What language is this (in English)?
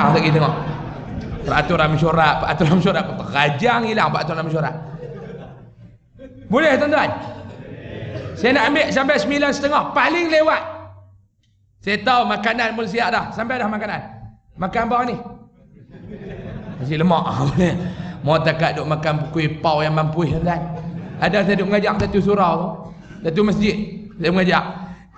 Malay